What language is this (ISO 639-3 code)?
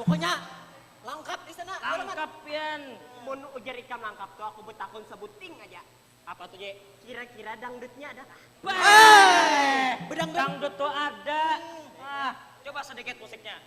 bjn